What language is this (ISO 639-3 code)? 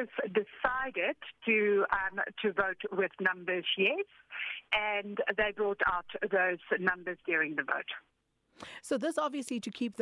eng